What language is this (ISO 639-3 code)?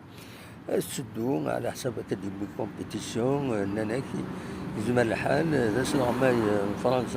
kab